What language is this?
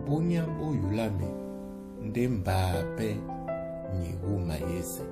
Duala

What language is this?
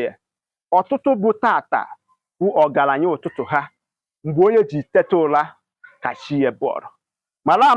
Igbo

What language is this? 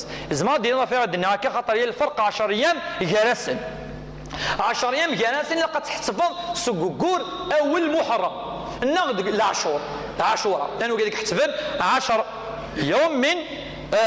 Kabyle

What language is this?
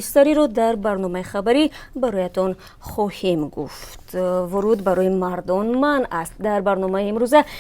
Tajik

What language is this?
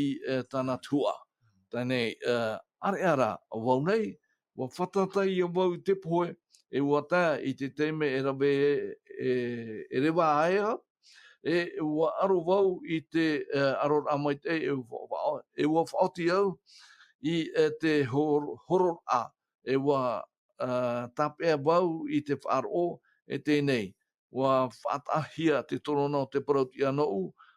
Tahitian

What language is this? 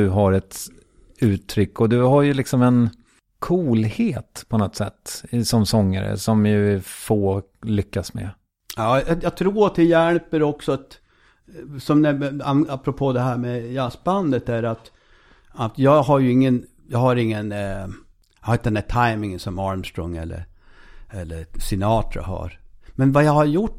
Swedish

